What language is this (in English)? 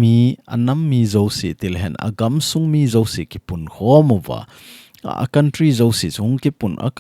Thado Chin